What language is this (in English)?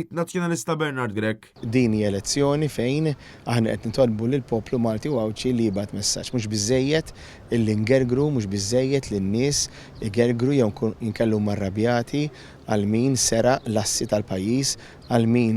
Maltese